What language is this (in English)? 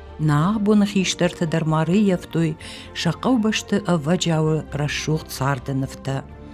Ossetic